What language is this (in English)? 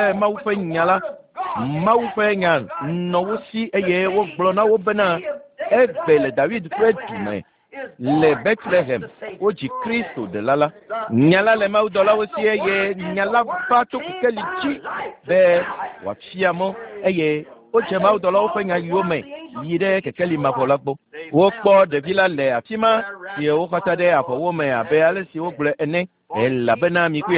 Ewe